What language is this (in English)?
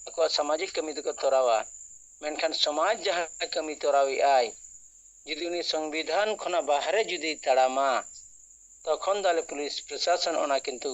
Santali